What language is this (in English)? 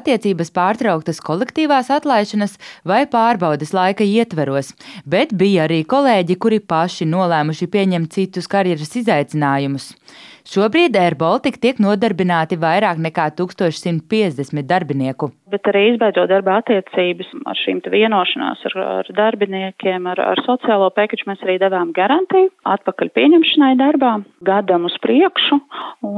Latvian